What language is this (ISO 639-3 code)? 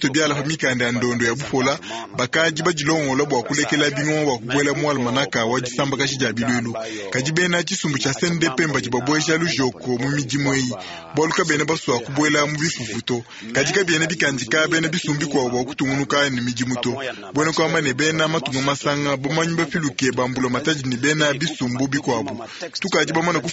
lua